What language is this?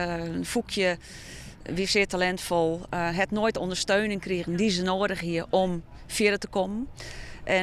Western Frisian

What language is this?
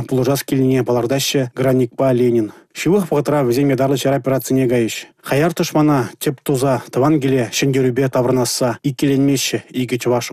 Chuvash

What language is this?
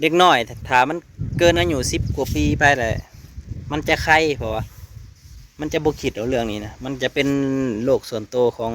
Northeastern Thai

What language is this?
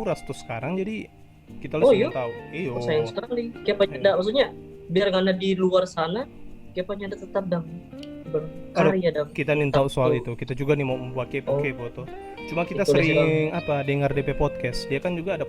Manado Malay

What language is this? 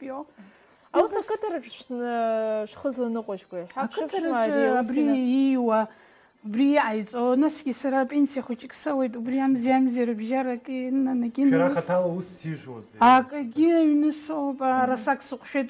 Abkhazian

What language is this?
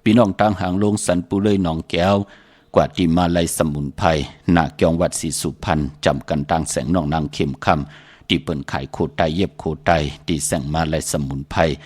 Shan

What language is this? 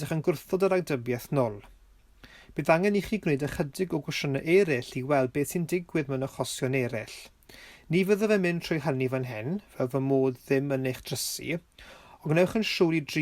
Welsh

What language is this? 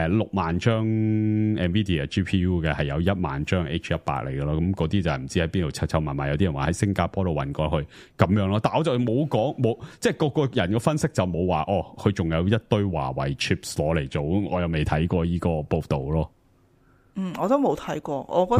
Cantonese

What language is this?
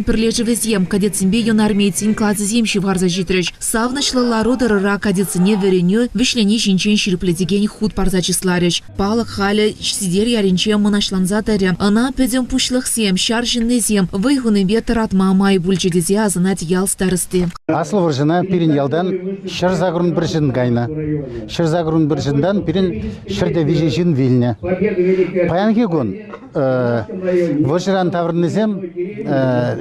Chuvash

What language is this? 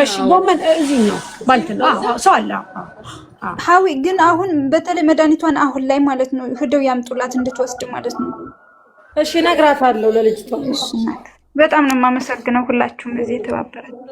Amharic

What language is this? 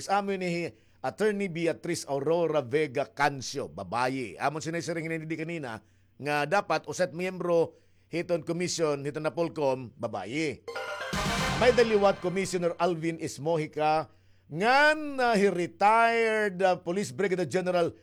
Waray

